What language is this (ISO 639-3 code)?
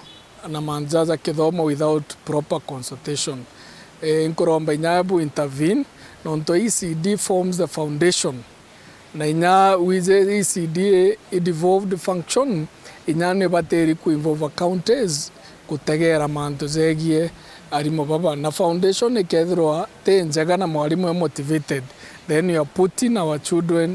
mer